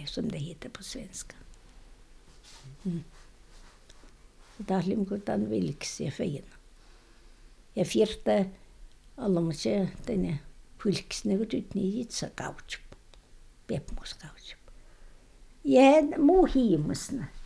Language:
Tornedalen Finnish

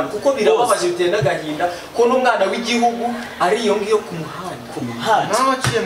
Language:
Kinyarwanda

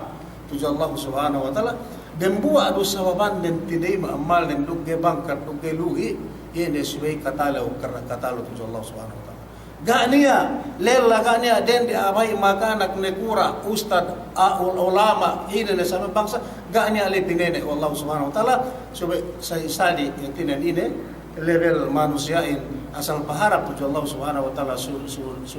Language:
Yakan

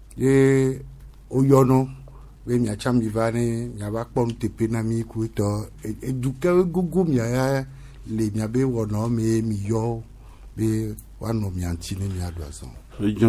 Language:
Gen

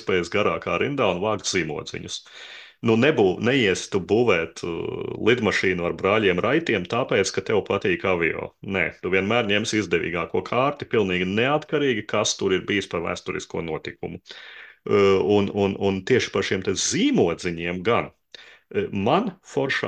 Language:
Latvian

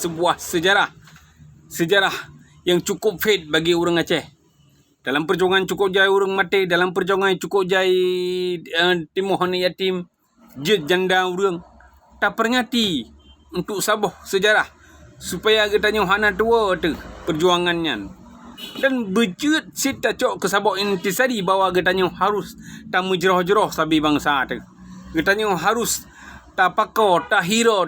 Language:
Achinese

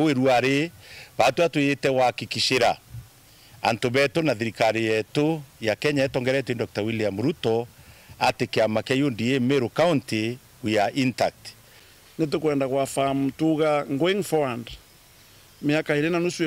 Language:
Meru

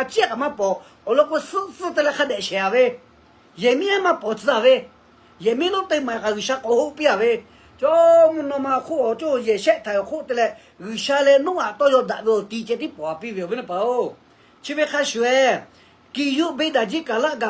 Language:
Lahu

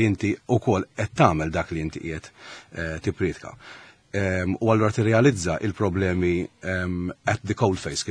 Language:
Maltese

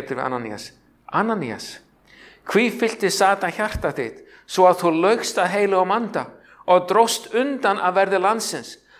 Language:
Icelandic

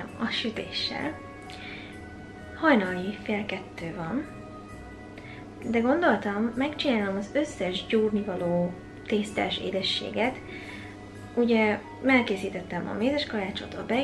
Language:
Hungarian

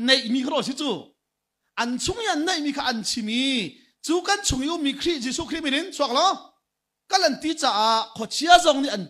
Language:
Hakha Chin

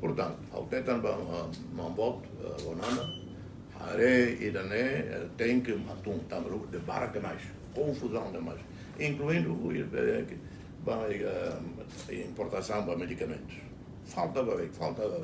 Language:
Tetum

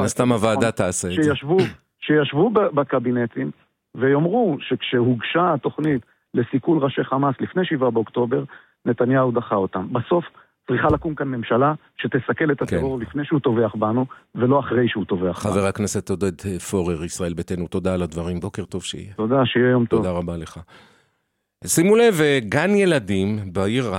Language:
Hebrew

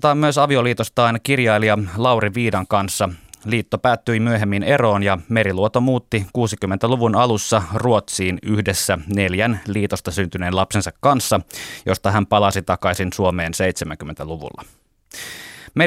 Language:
Finnish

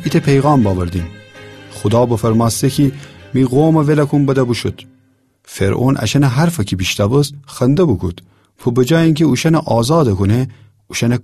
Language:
Gilaki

